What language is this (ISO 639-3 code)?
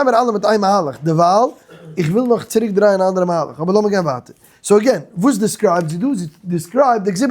yid